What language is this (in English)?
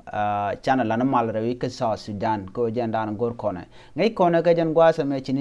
Nuer